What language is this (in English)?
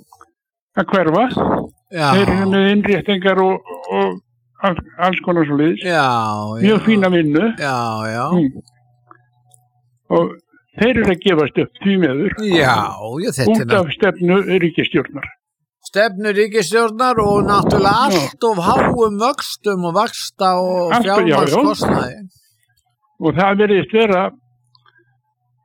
Icelandic